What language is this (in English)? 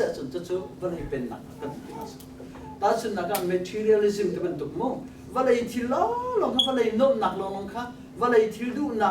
Hakha Chin